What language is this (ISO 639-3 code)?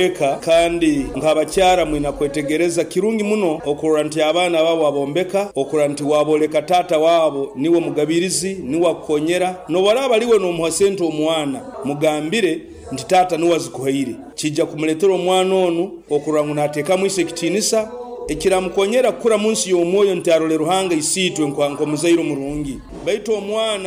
nyo